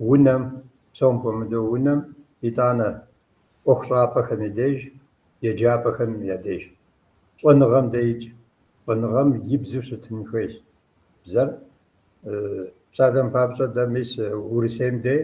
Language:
Kabardian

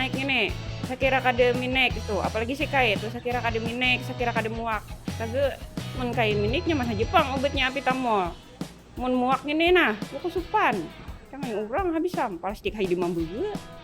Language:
Banjar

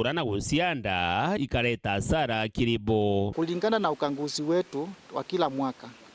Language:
Meru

